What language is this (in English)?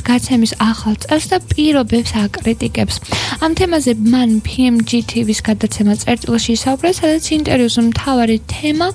Georgian